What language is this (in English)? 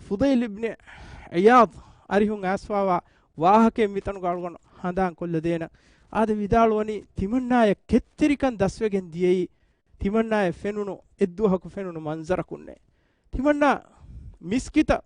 Divehi